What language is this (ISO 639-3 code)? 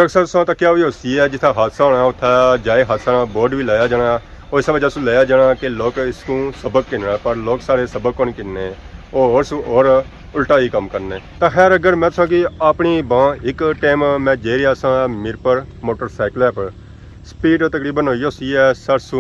phr